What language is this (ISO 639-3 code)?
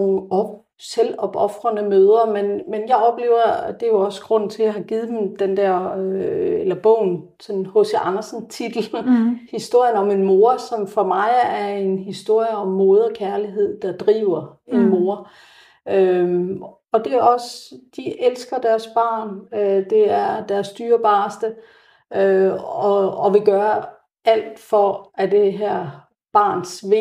dan